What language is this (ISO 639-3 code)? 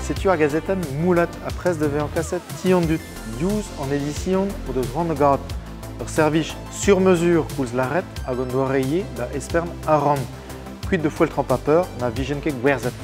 bre